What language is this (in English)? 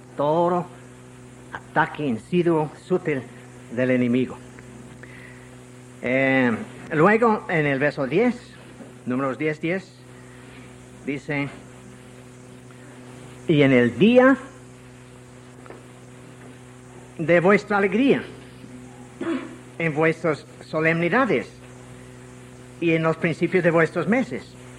Spanish